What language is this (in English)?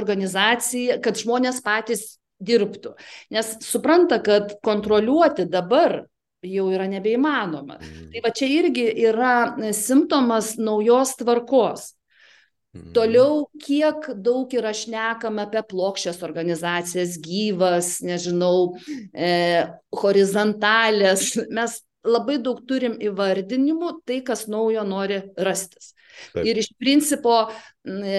Lithuanian